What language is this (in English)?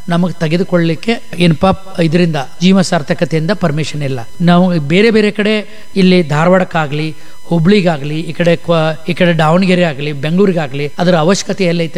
Kannada